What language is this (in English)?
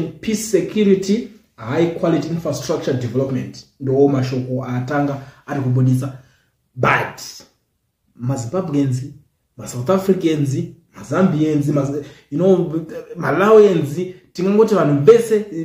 Shona